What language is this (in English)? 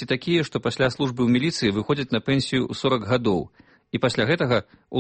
Belarusian